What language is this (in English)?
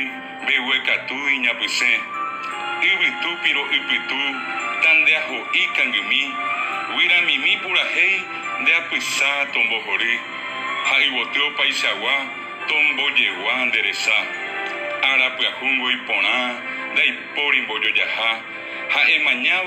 Guarani